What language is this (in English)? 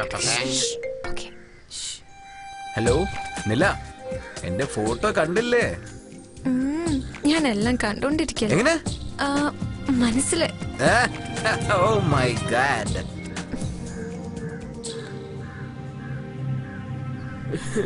Malayalam